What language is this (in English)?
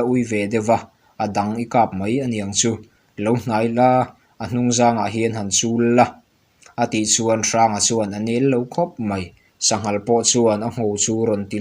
Mizo